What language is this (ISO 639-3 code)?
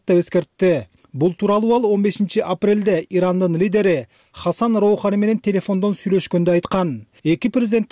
kir